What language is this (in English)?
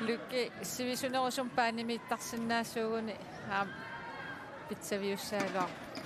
Kalaallisut